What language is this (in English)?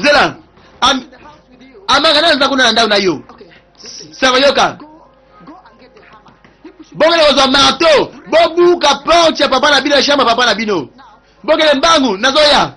Lingala